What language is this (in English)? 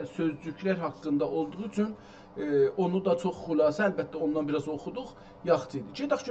South Azerbaijani